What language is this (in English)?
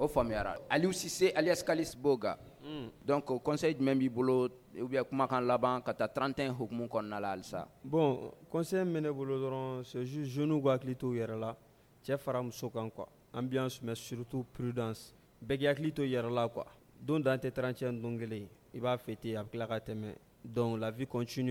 Bambara